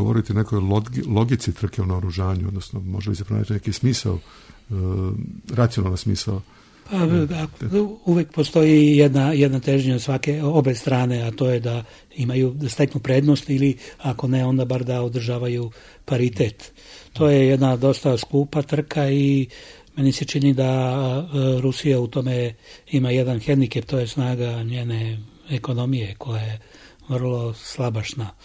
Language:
Serbian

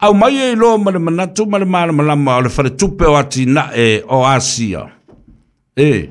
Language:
Samoan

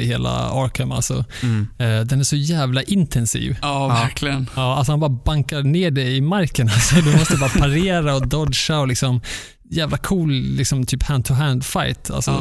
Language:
Swedish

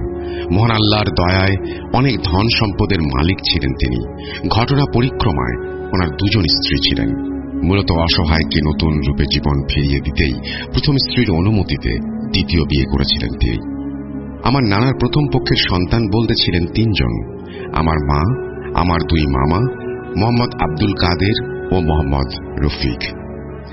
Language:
Bangla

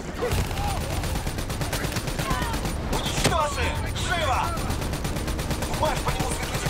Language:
Russian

